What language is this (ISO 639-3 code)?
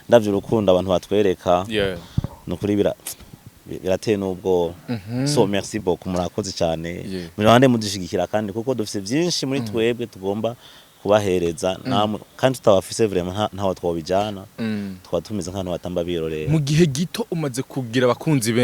run